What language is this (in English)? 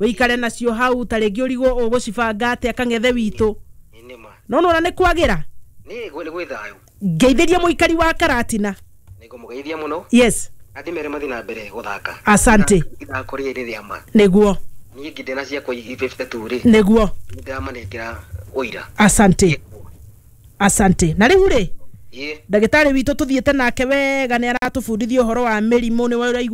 Kikuyu